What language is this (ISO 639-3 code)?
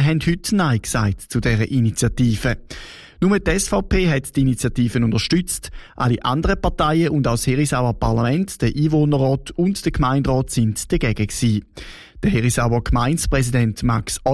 deu